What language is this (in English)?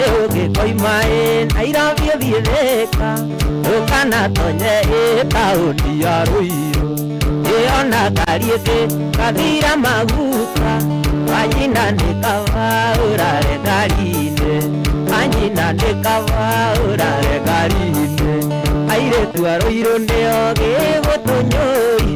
Kikuyu